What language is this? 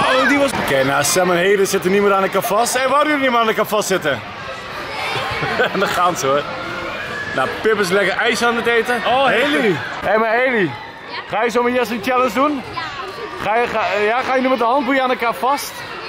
Dutch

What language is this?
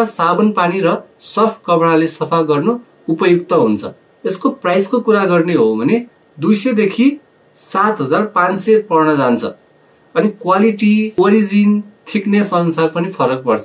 Nepali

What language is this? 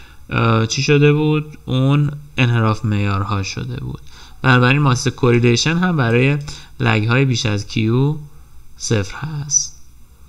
Persian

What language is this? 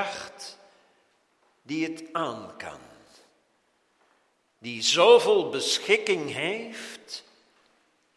Dutch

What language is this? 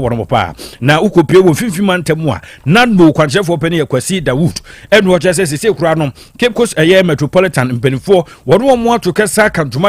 Akan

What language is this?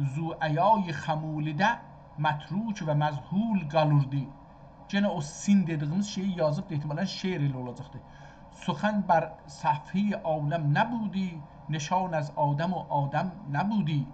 South Azerbaijani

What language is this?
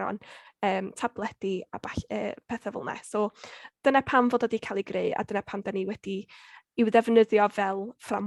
Welsh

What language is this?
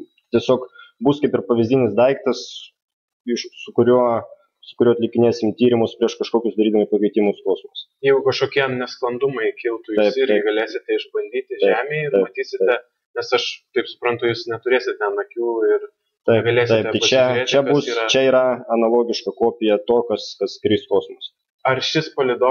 Lithuanian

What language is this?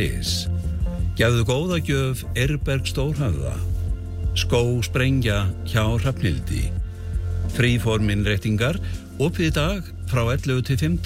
Icelandic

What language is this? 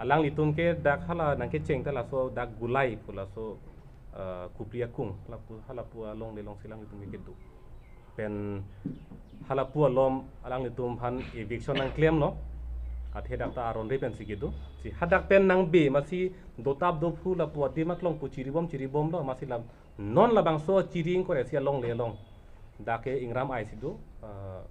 Karbi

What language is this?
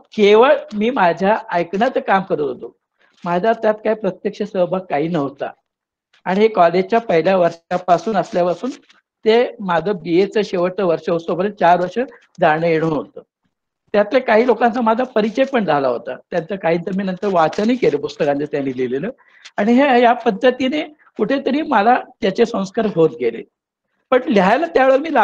Marathi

